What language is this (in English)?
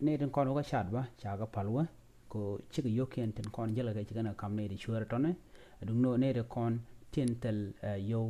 Nuer